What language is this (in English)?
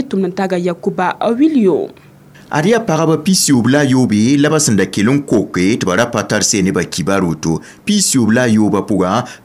Mossi